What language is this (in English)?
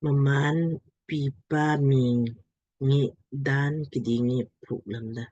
Lamkang